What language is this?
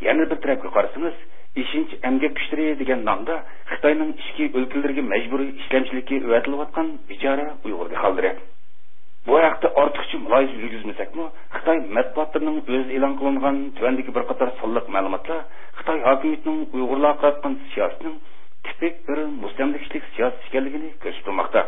Uyghur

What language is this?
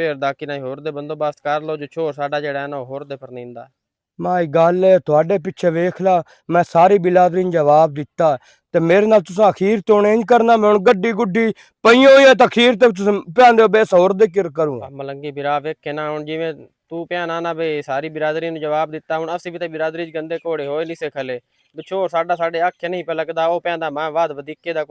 Western Panjabi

